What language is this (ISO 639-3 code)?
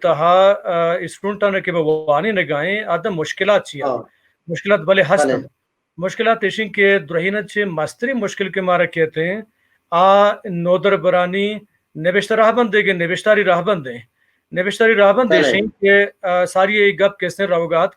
bal